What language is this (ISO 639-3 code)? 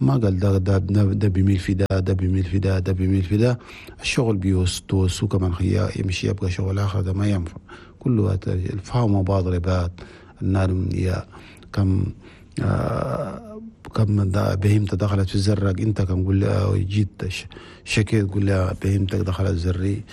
shu